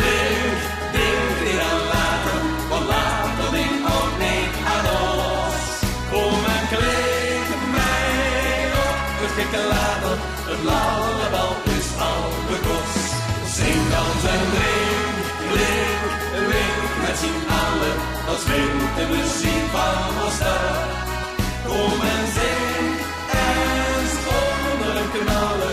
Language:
Limburgish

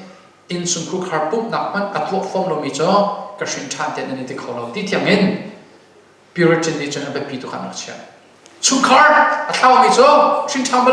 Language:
Hakha Chin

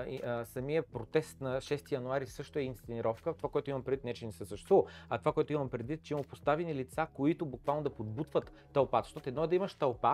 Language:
Bulgarian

